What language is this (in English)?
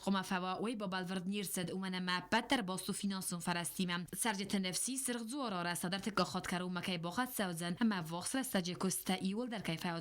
Ossetic